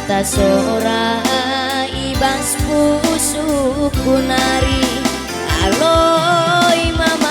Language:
Batak Karo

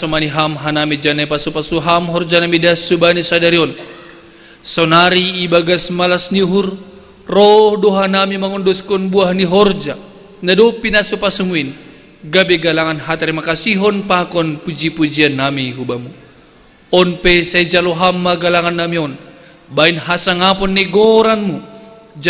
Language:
Batak Simalungun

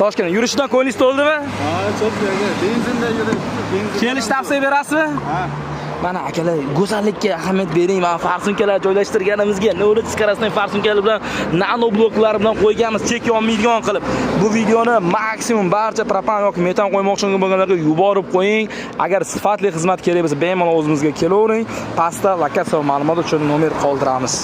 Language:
Uzbek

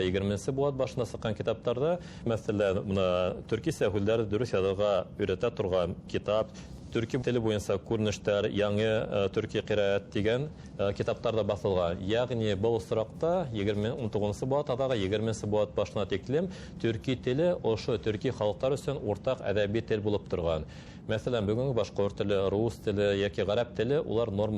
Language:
Bashkir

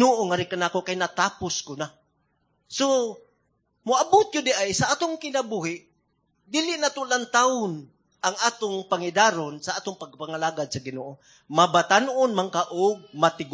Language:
Cebuano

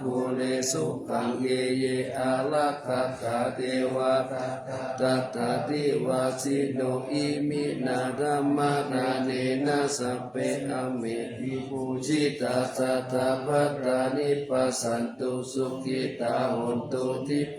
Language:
Pali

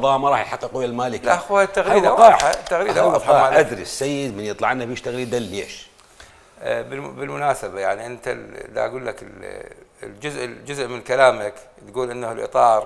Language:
Mesopotamian Arabic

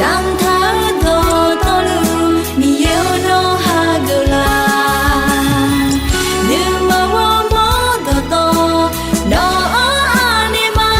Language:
Akha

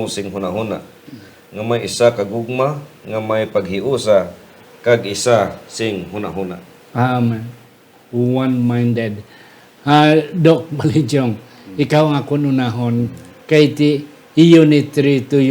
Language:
Hiligaynon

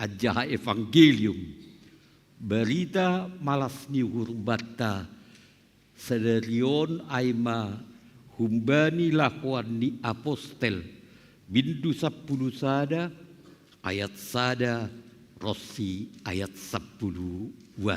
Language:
Batak Simalungun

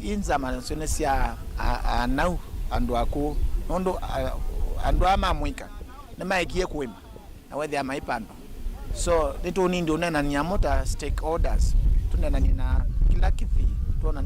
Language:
Kamba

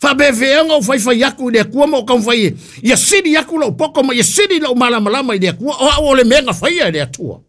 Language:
Samoan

